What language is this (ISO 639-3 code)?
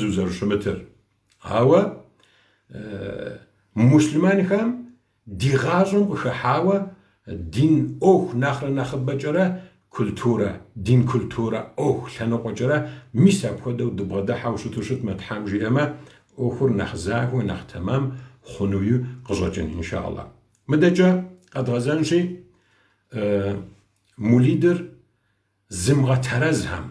kbd